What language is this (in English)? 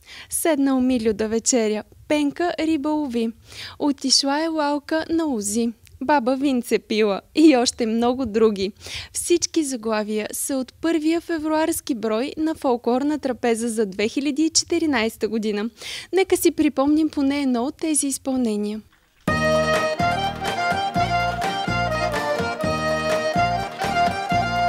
Bulgarian